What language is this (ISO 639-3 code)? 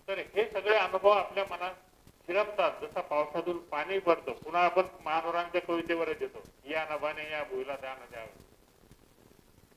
mar